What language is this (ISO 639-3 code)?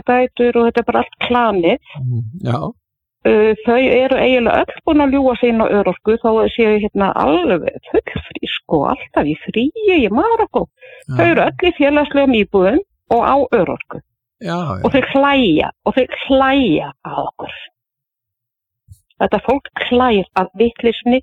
isl